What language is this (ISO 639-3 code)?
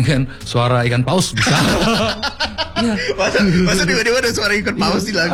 ind